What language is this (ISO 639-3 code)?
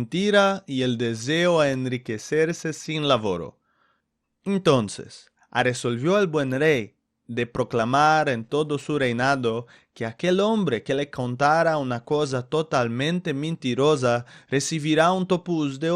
lad